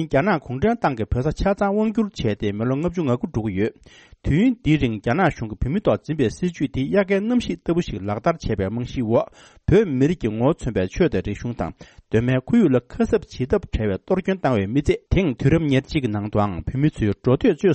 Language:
Tibetan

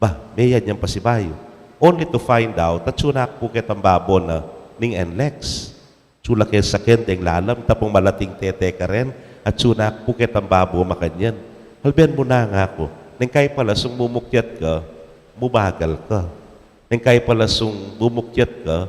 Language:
Pampanga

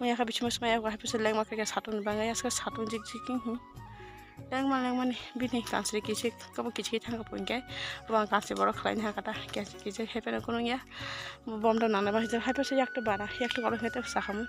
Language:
Kok Borok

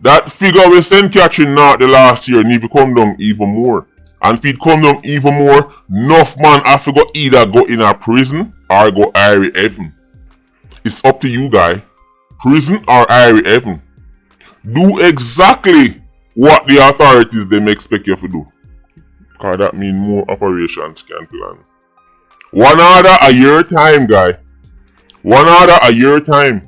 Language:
Jamaican Creole English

